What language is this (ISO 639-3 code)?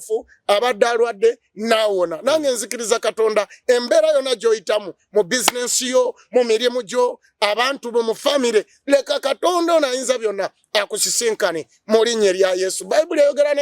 lug